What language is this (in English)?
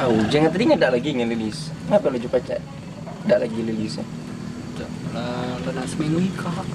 Musi